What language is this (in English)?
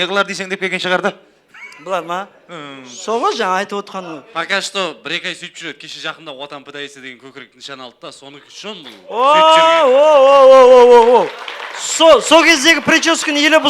Kara-Kalpak